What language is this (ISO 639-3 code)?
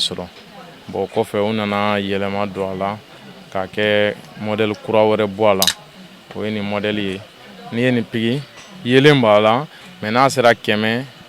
bam